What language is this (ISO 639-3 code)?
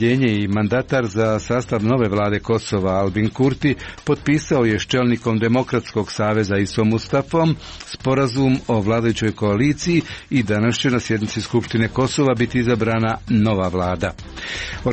hrv